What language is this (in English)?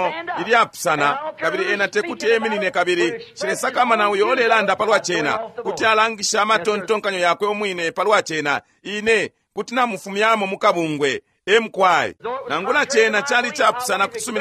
Bemba